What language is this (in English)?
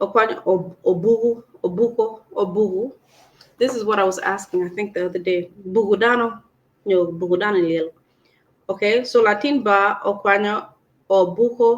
Acoli